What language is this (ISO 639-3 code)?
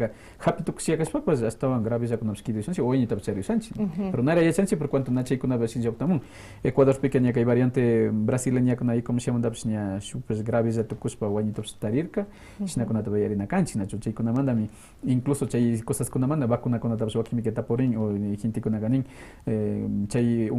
que